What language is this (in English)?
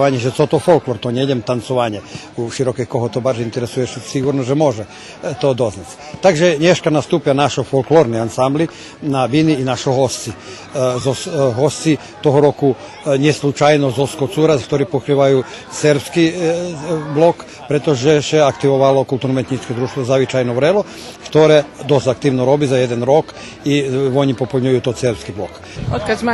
Rusyn